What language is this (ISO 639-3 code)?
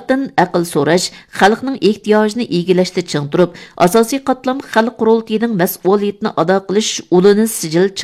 uig